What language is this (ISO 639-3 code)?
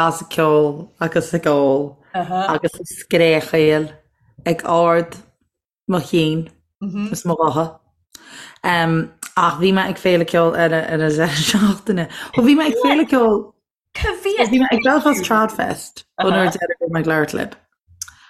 gle